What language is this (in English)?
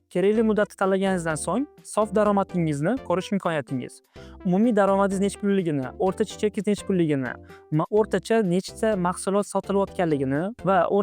Uzbek